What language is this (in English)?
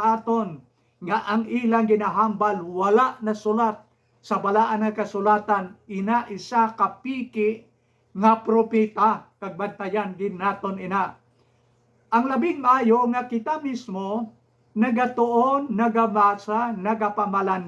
Hiligaynon